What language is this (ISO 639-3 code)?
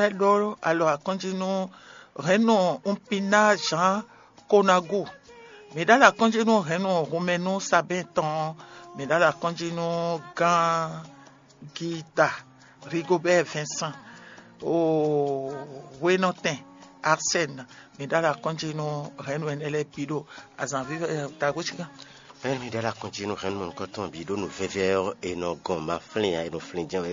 fon